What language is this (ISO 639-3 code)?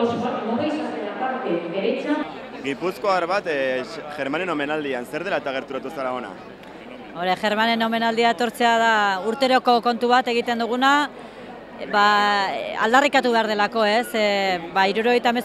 eus